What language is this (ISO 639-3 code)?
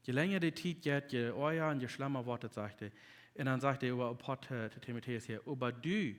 pdt